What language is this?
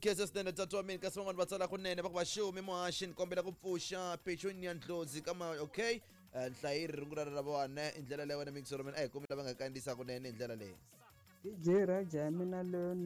Tsonga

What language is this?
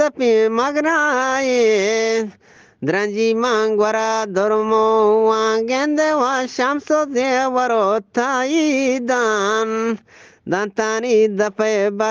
Eastern Balochi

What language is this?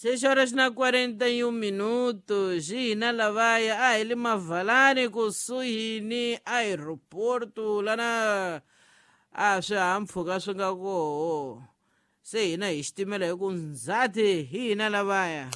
Tsonga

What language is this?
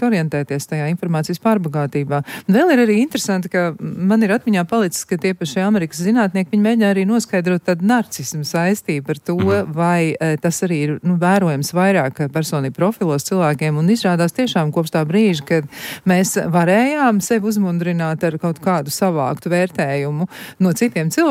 Latvian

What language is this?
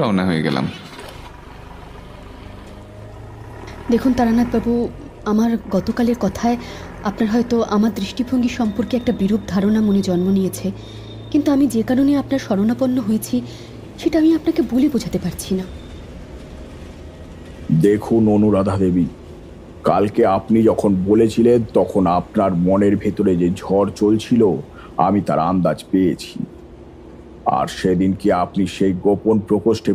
Bangla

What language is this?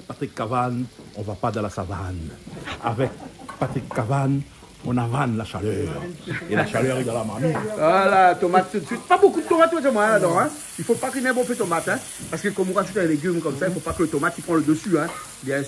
Réunion Creole French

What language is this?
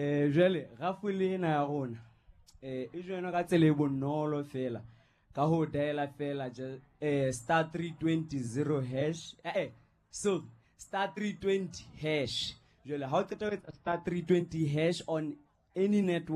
Southern Sotho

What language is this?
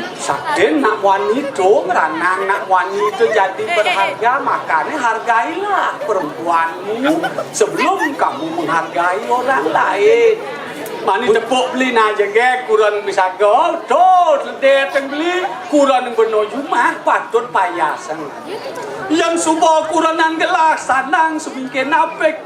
Balinese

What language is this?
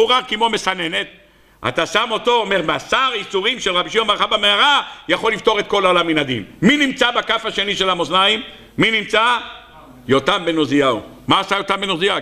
Hebrew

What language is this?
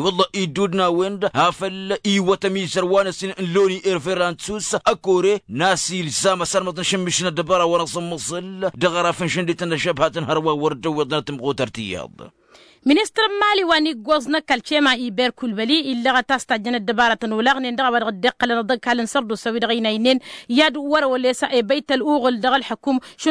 Tamasheq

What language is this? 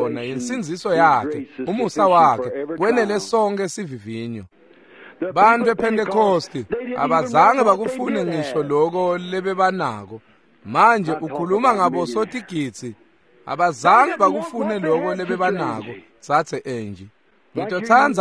Swati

